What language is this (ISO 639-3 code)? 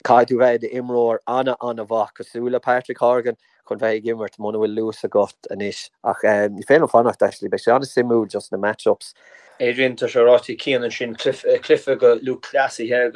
gle